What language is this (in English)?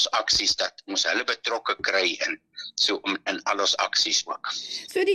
Afrikaans